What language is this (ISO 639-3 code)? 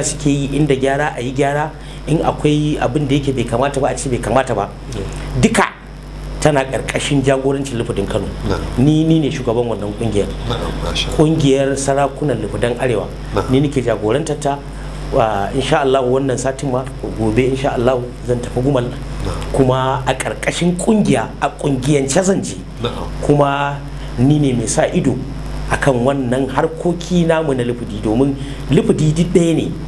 hau